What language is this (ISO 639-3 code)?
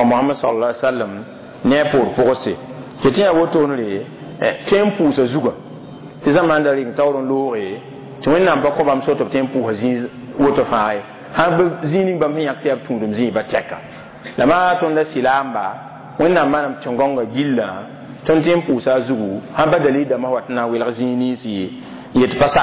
mos